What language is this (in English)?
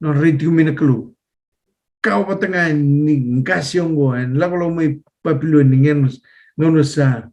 Fijian